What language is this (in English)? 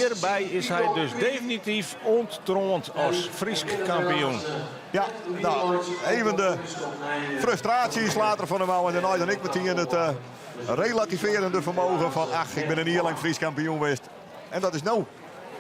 Western Frisian